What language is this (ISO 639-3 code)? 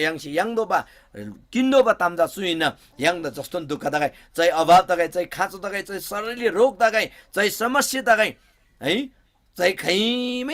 taj